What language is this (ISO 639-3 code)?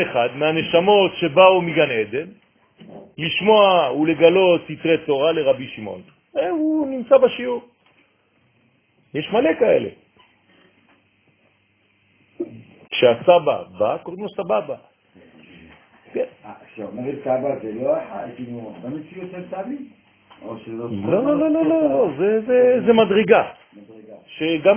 heb